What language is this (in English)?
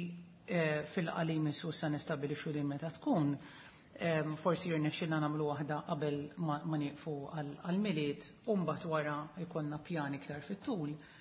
Maltese